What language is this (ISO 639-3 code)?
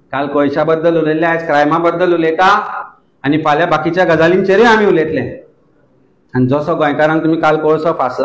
kok